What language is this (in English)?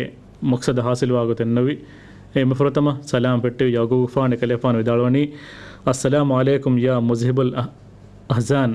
Divehi